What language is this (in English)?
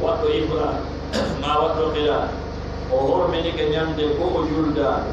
Pular